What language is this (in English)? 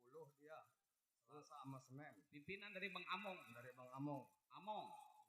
Betawi